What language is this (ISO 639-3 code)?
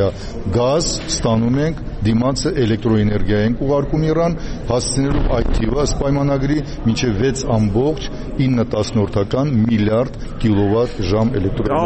hye